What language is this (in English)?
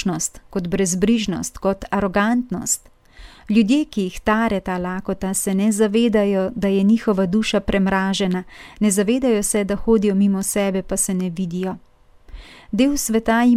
Slovenian